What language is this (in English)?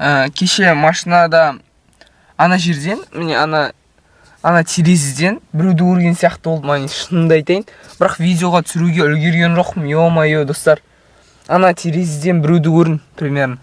Kazakh